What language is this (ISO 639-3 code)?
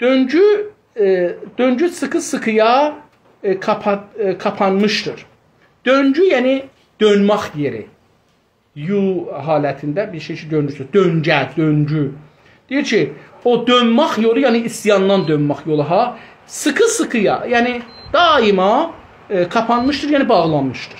azb